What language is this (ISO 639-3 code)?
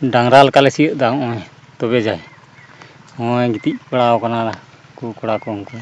sat